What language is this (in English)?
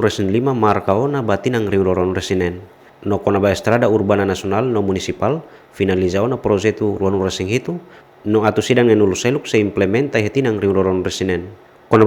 Tetum